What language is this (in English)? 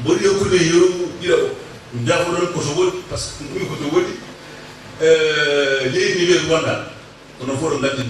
Fula